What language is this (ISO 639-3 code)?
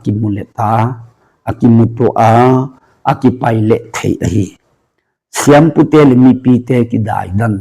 ctd